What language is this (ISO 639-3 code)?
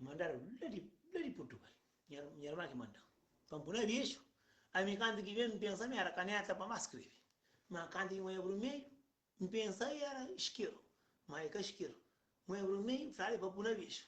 kea